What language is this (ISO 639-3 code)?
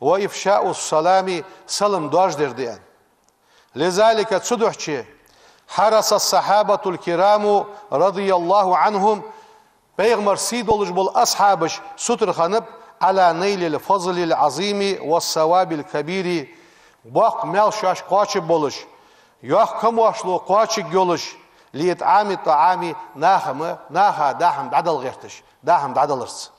inh